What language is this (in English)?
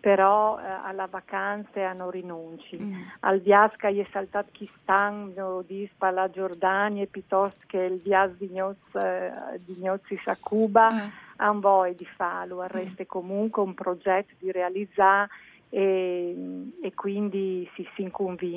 Friulian